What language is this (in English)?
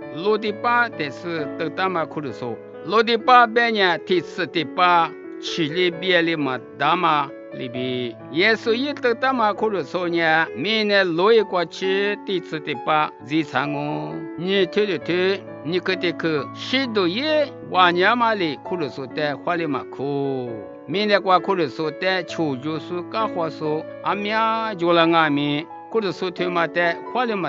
Lisu